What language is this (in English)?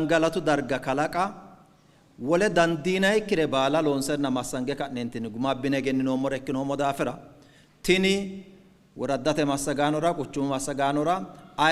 Sidamo